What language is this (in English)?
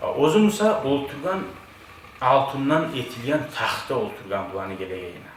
Kumyk